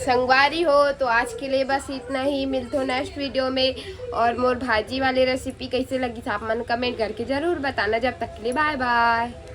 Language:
Chhattisgarhi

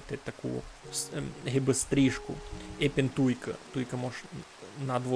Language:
Rusyn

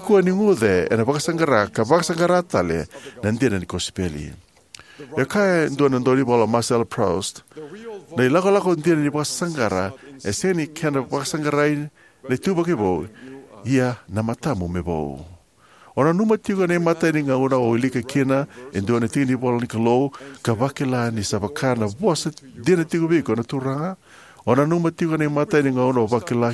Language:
Fijian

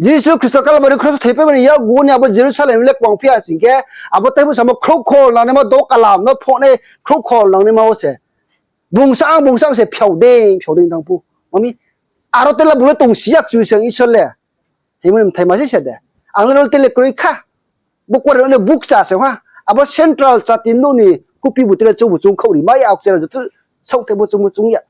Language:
Riang (India)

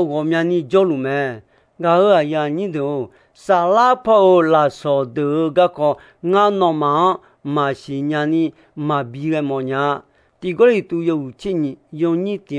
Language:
Akha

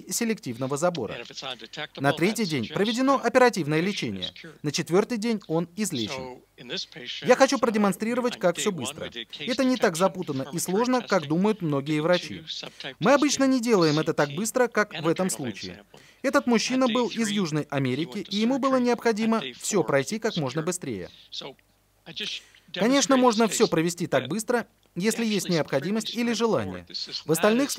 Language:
Russian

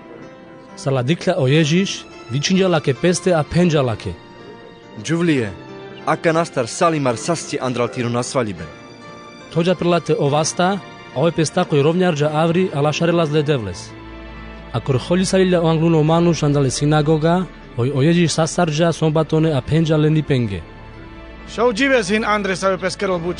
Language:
Carpathian Romani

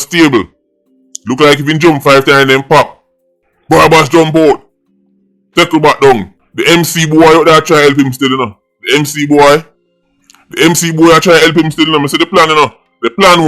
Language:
Jamaican Creole English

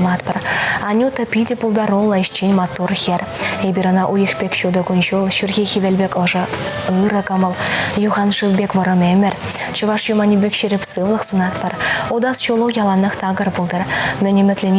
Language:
Chuvash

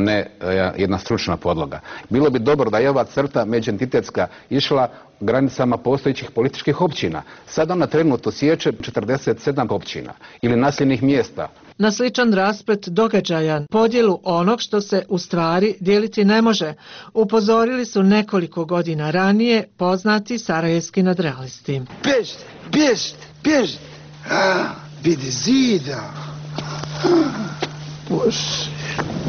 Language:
Bosnian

